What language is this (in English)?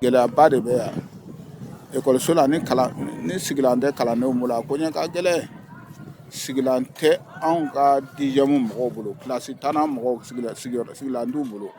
Bambara